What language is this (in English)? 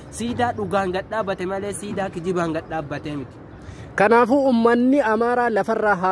Oromo